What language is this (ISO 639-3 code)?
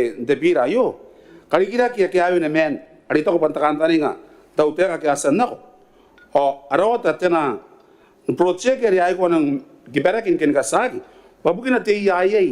gil